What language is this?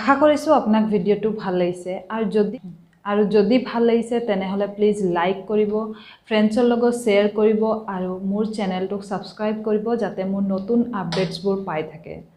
Assamese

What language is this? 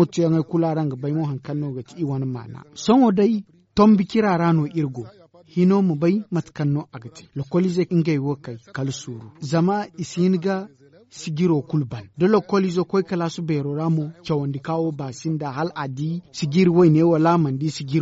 Zarma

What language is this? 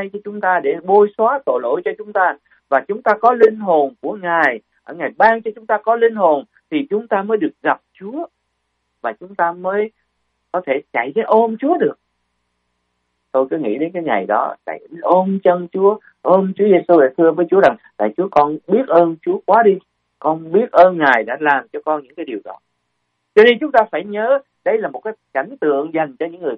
Vietnamese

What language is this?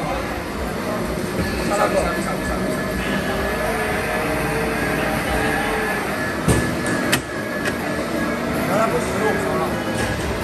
Indonesian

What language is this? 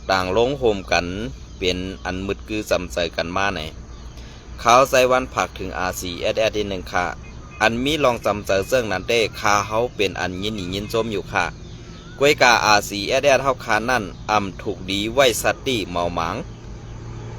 Shan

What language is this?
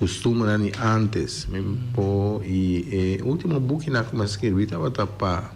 Papiamento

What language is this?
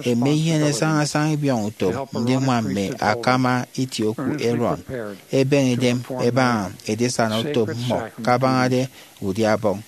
Efik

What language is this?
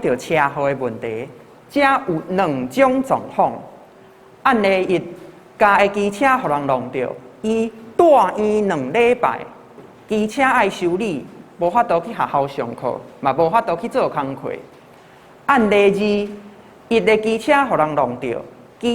Min Nan Chinese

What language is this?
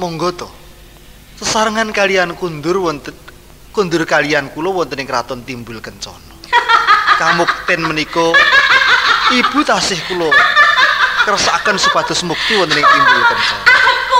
Javanese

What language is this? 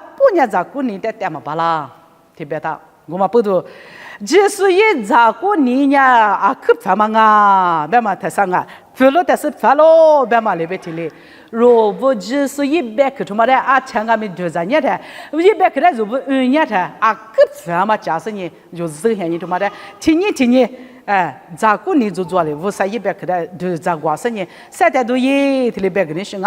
Lisu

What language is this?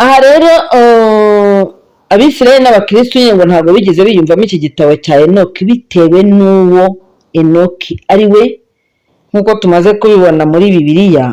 Kinyarwanda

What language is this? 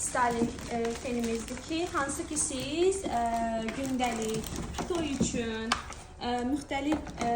Azerbaijani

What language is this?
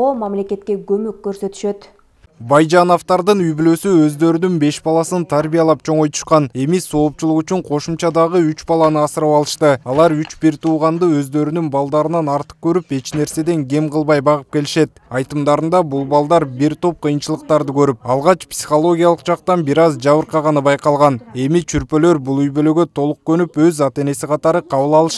Kyrgyz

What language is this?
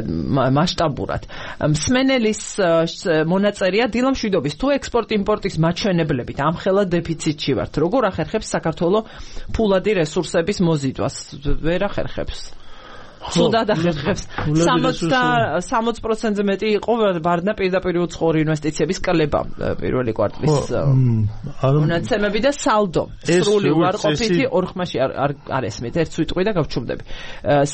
Georgian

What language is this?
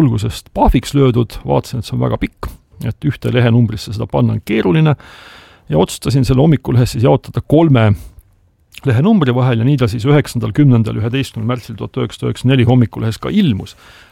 Estonian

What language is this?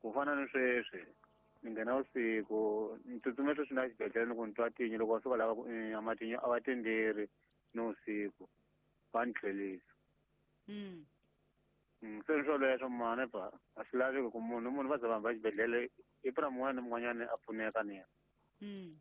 Tsonga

